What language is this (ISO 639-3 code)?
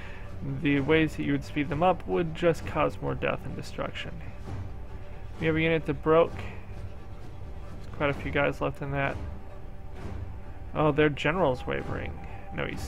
eng